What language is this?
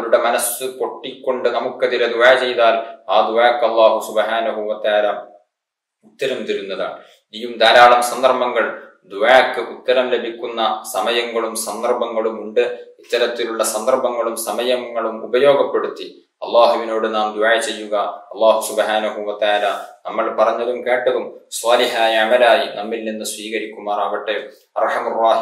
Malayalam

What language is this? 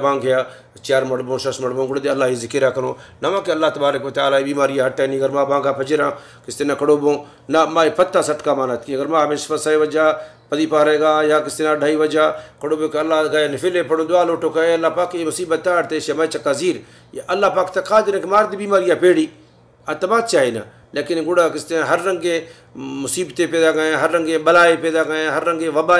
Baluchi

